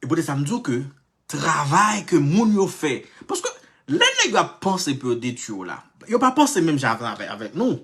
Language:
Haitian Creole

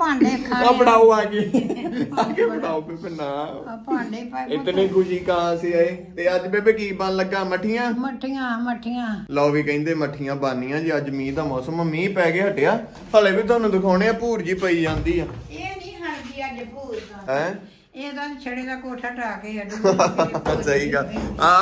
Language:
Punjabi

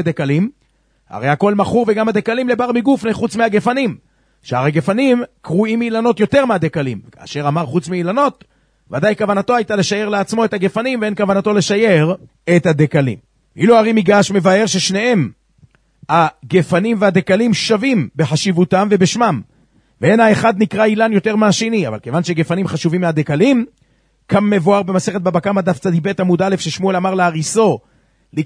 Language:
Hebrew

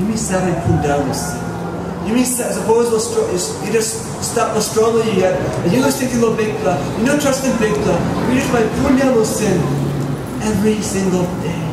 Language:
Tok Pisin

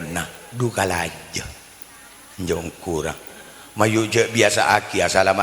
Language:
Madurese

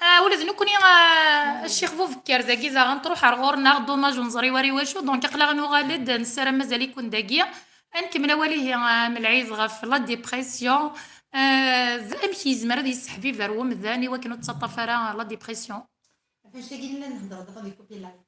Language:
Kabyle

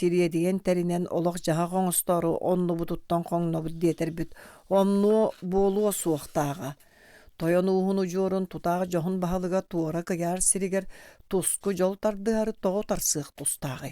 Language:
Yakut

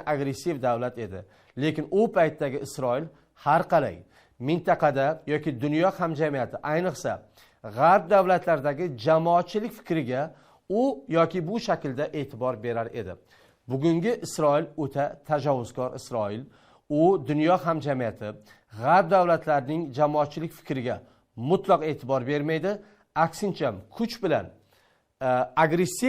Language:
Uzbek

